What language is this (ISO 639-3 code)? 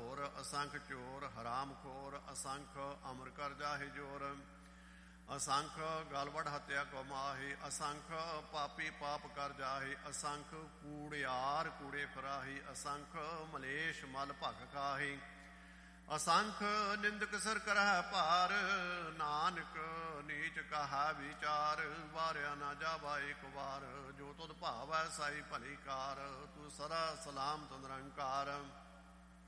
pan